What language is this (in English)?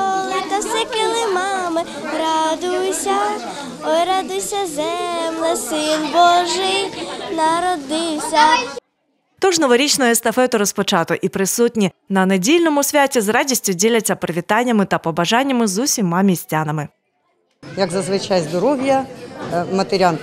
Ukrainian